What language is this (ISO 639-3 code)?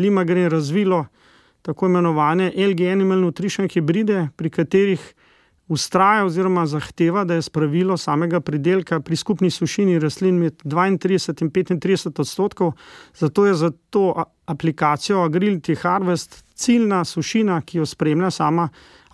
slv